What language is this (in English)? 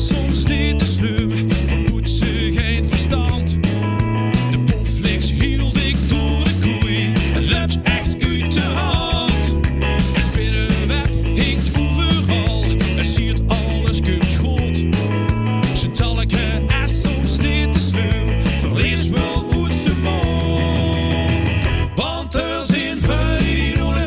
Limburgish